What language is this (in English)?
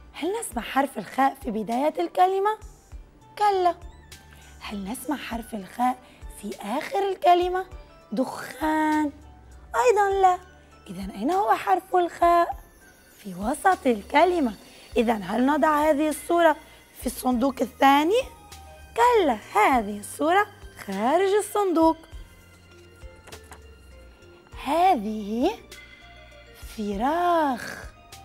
Arabic